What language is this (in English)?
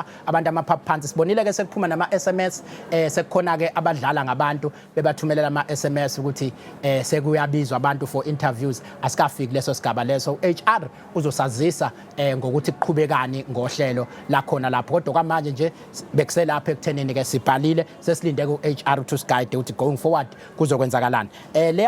Zulu